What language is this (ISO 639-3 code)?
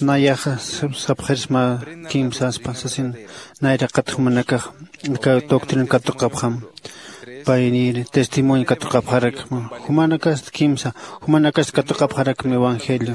aym